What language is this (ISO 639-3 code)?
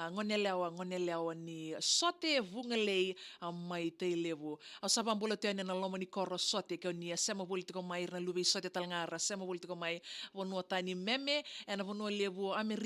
fij